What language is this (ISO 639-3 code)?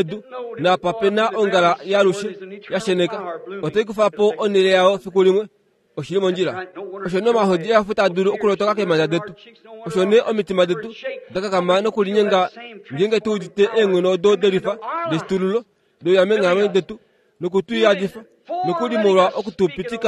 kua